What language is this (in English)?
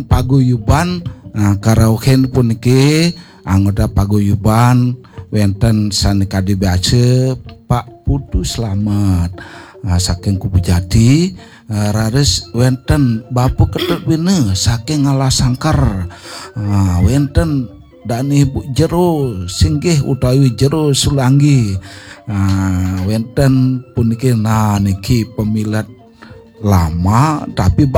Balinese